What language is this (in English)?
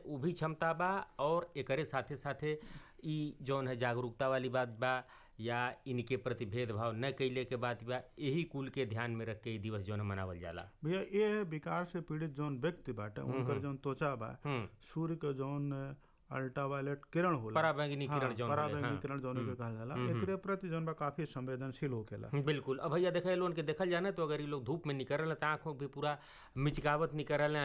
Bhojpuri